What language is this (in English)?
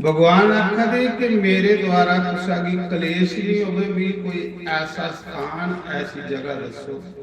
Dogri